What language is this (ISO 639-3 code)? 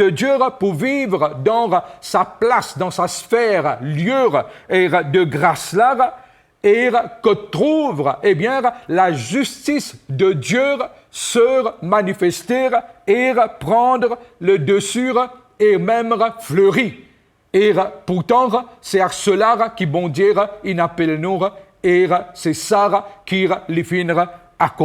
mfe